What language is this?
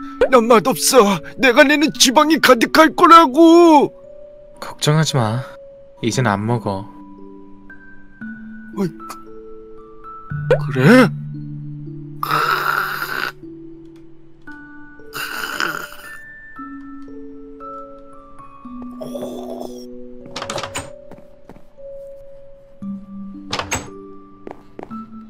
Korean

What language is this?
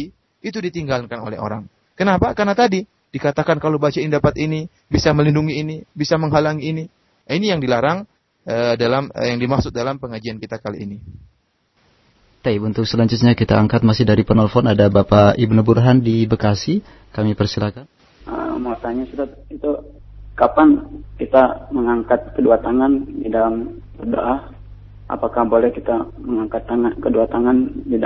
Indonesian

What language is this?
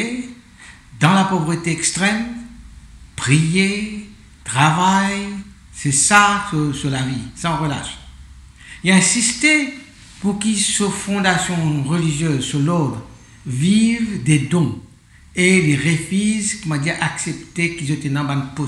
Morisyen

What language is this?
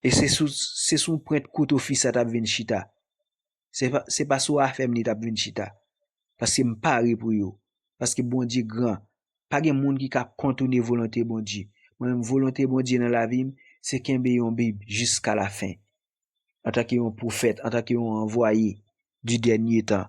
Haitian Creole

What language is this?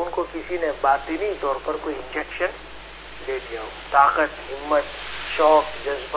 Urdu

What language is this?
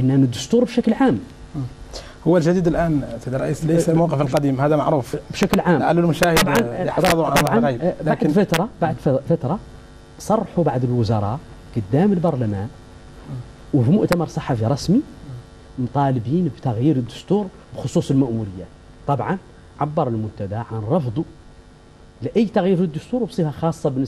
Arabic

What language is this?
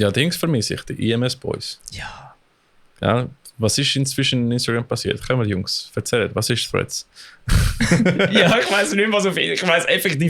Swiss German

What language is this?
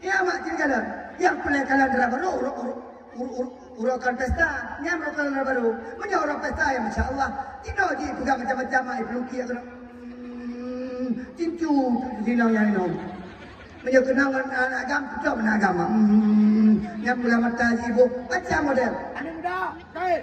Achinese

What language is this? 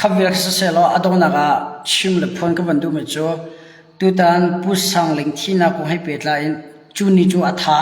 Hakha Chin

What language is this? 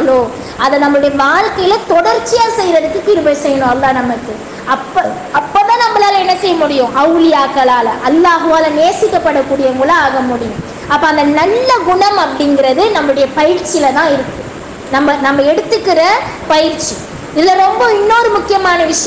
Tamil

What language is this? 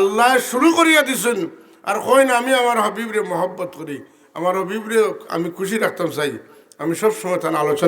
Sylheti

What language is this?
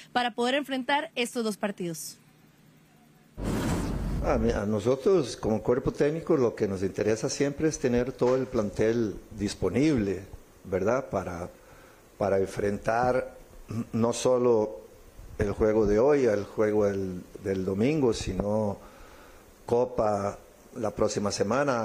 Spanish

